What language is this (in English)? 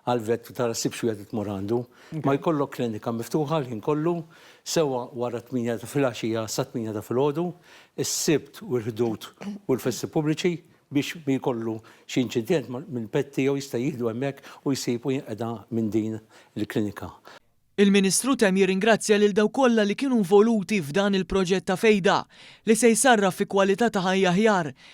Maltese